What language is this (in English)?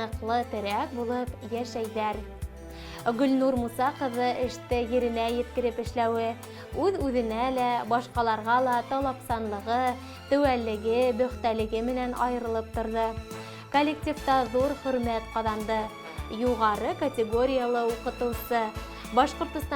Bashkir